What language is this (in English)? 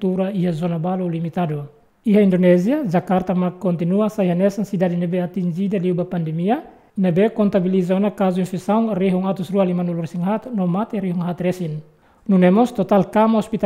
Tetum